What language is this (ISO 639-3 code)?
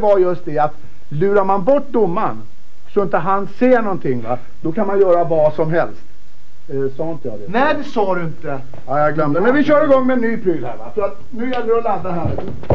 swe